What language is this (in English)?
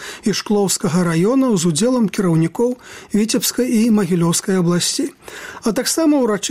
Belarusian